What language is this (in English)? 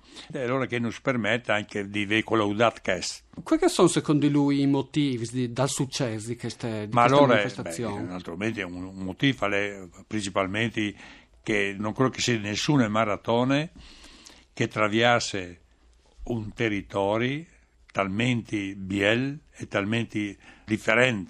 Friulian